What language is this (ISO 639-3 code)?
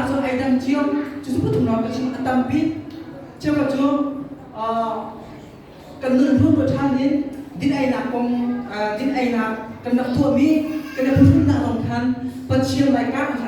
cnh